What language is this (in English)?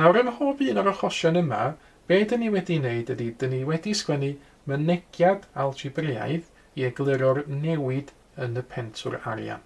Welsh